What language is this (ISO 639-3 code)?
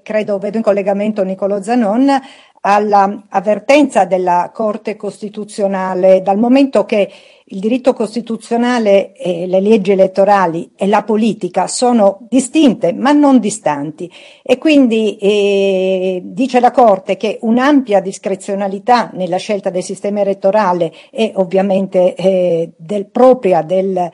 ita